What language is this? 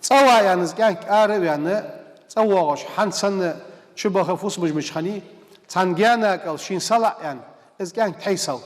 Ingush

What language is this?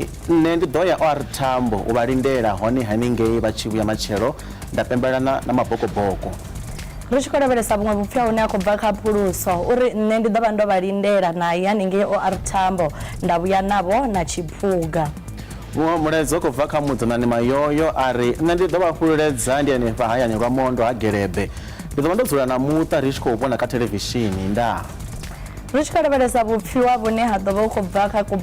Venda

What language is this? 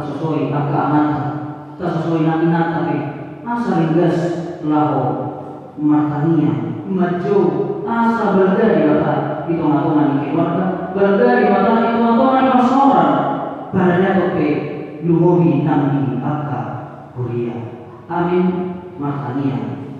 Batak Toba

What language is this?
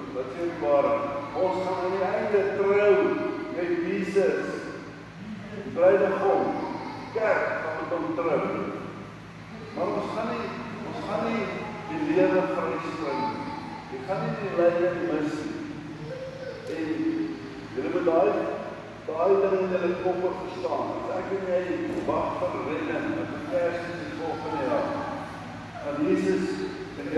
Afrikaans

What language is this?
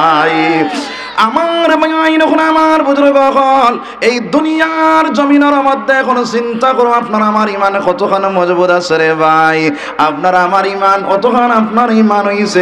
Sylheti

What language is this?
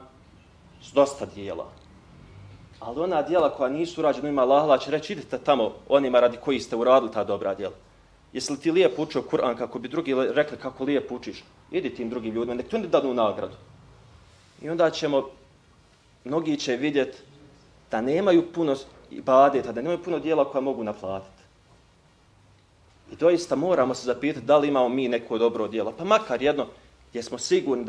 Bosnian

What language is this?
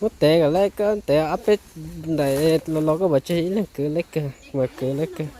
Hmong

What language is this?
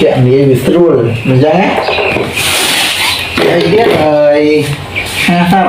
Khmer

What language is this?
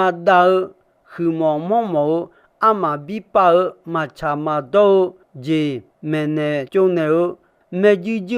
Akha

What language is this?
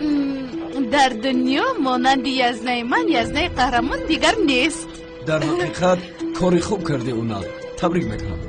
Tajik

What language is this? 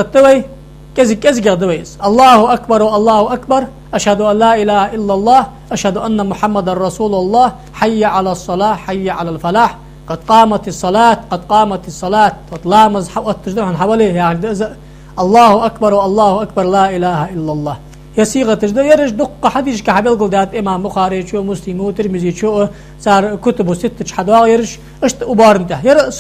Ingush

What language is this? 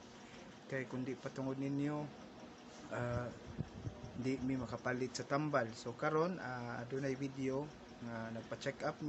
Cebuano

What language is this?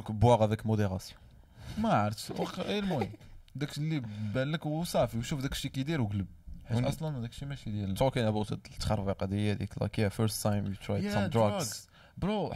Moroccan Arabic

